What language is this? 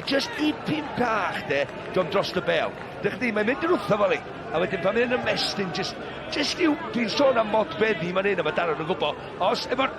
Welsh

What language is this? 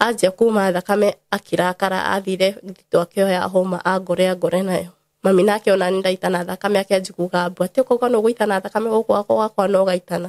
Kikuyu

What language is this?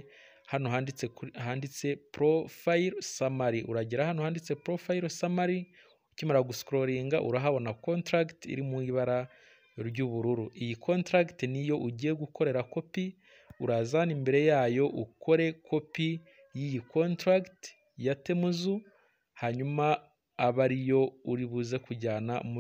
Kinyarwanda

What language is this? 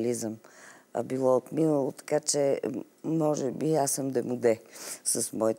Bulgarian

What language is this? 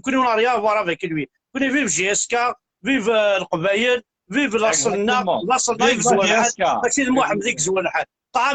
Kabyle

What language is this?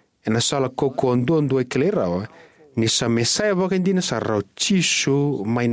Fijian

